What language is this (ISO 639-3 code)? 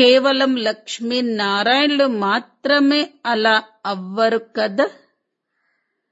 tel